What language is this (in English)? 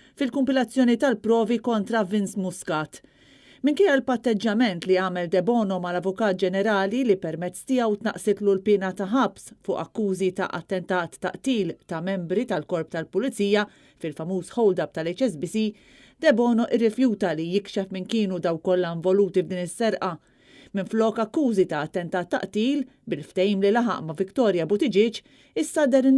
Maltese